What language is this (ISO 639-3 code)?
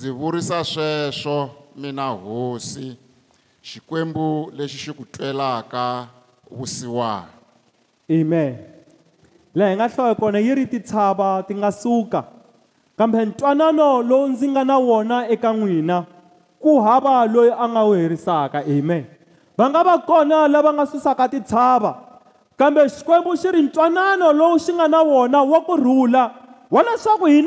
tso